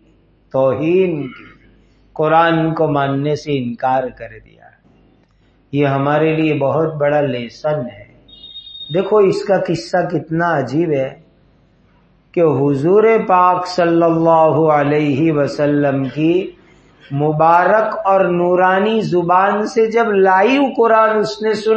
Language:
Urdu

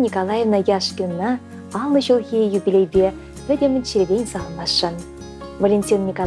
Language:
Chuvash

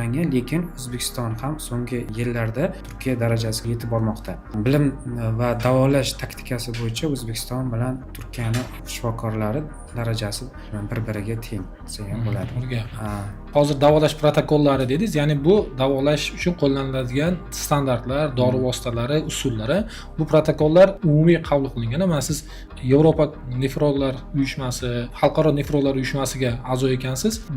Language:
Uzbek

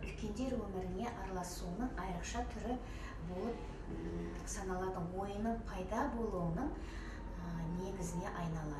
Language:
Kazakh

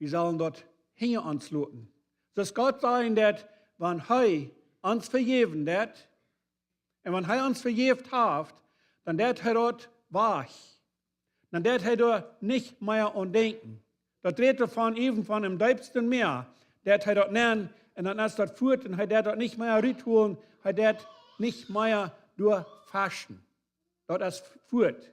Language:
Plautdietsch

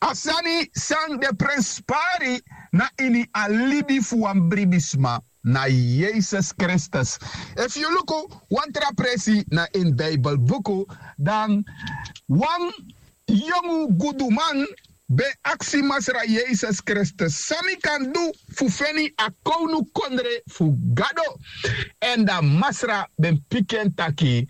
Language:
Sranan Tongo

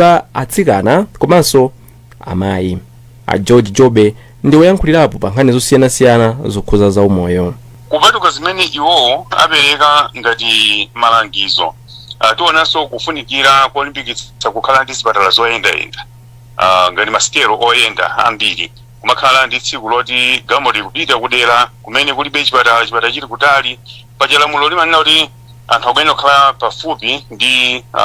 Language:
Nyanja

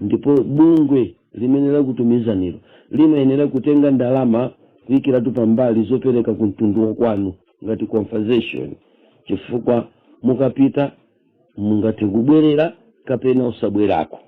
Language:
Nyanja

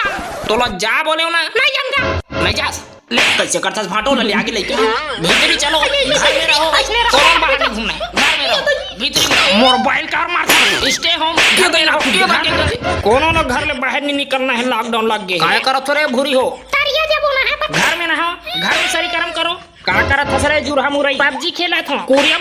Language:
Chhattisgarhi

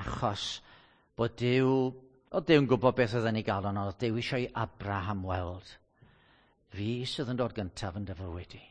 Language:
Welsh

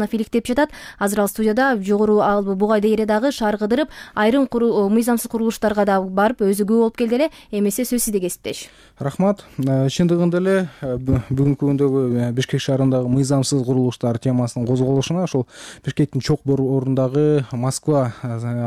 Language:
Kyrgyz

